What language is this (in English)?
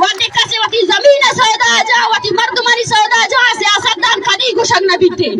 Baluchi